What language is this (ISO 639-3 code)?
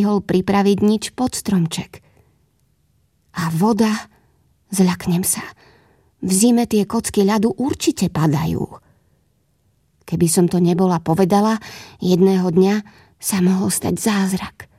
slk